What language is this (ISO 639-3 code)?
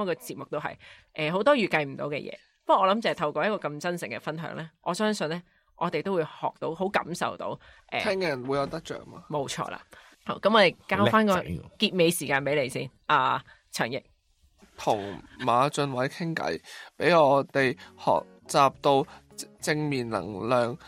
yue